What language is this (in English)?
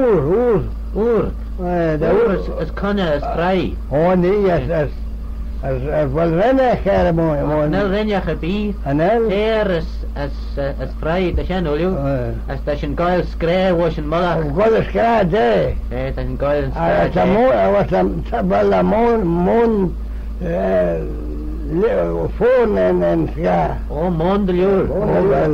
Manx